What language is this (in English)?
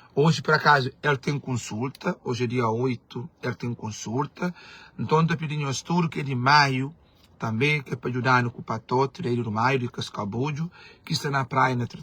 Kabuverdianu